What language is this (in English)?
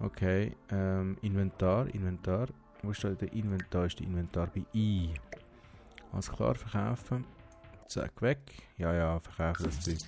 Swiss German